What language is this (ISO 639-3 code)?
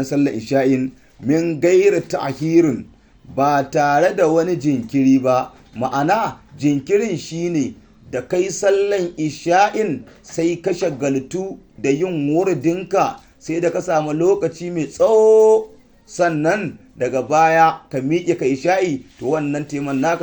hau